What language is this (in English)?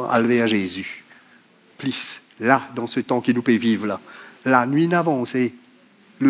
Morisyen